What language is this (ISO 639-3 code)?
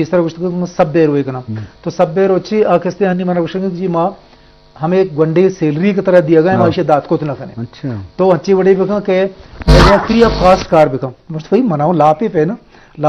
bgp